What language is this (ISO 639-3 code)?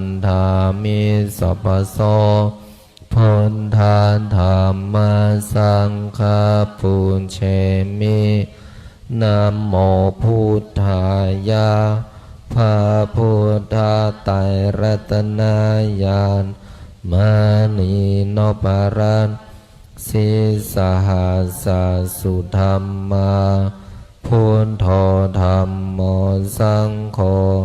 pli